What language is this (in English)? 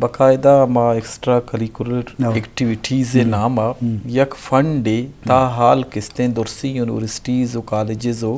Eastern Balochi